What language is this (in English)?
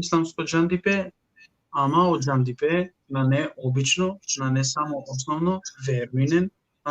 Balkan Romani